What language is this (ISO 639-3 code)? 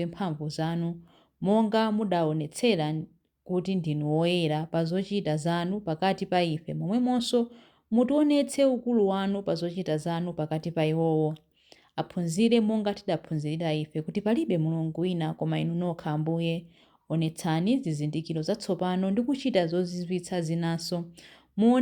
nya